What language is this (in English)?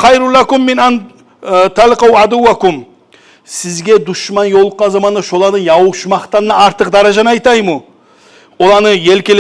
Kumyk